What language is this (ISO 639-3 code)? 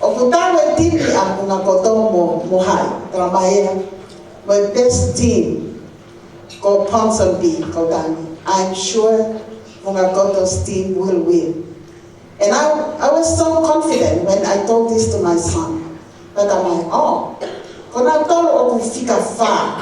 ton